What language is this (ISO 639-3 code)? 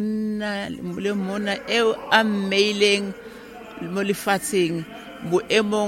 tsn